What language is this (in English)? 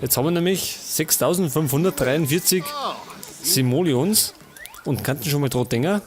Bavarian